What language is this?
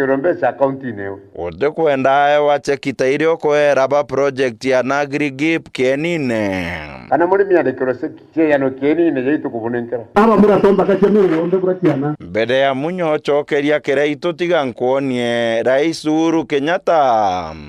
Meru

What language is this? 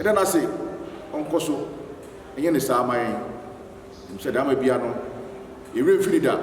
Akan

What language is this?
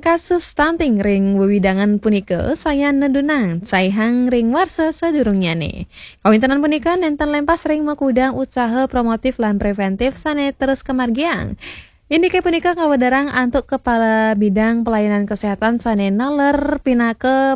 Balinese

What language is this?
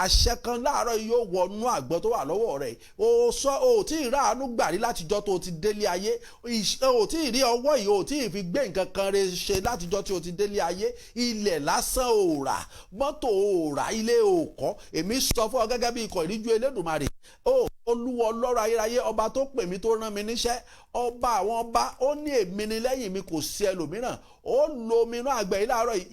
Yoruba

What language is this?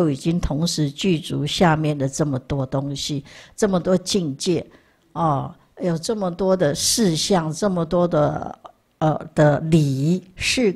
Chinese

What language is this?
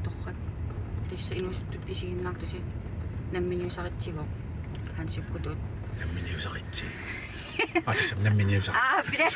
Kalaallisut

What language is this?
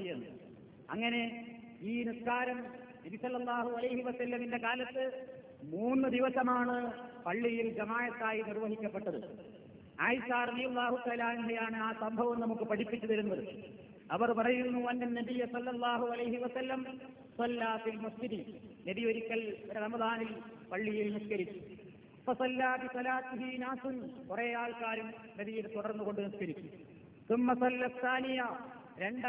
Malayalam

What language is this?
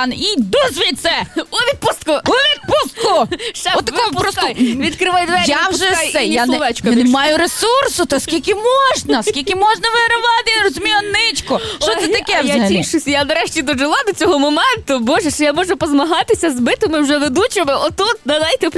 Ukrainian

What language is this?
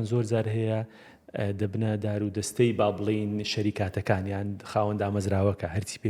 Central Kurdish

